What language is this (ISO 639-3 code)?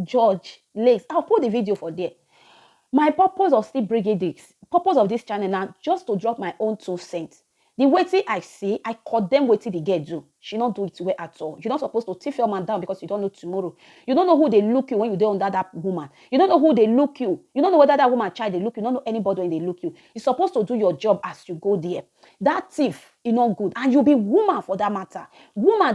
pcm